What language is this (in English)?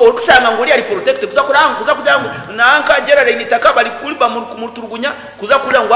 Nyankole